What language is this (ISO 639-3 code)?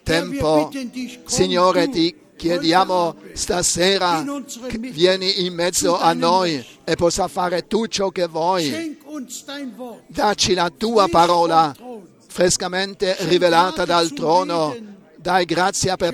ita